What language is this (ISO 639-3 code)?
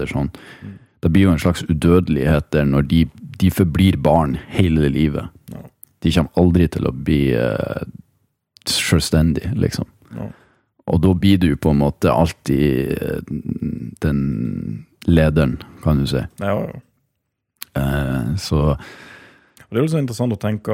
nor